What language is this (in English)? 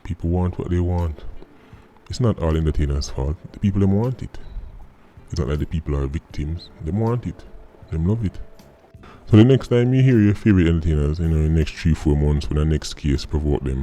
Jamaican Creole English